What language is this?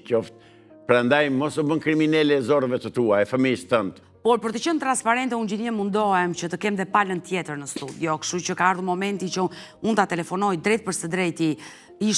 Albanian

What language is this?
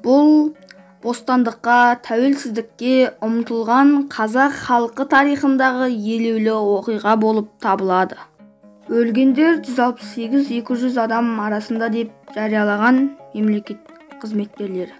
Kazakh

